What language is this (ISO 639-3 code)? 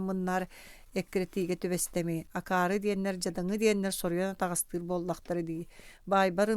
sah